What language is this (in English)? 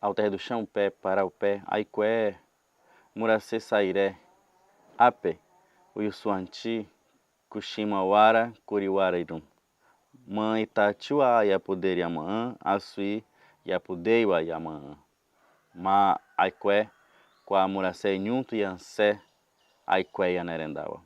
Nheengatu